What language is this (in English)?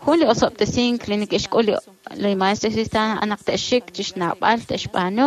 Kekchí